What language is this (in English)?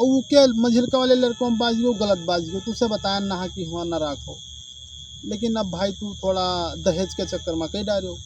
Awadhi